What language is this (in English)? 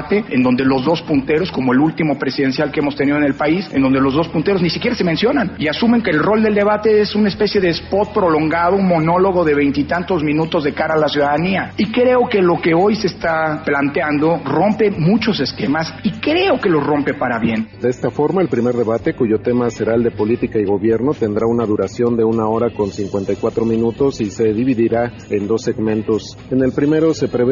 Spanish